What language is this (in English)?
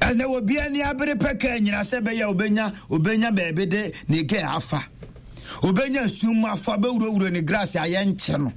Akan